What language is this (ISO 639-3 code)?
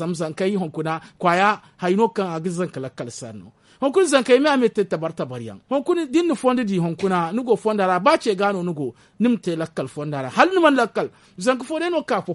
dje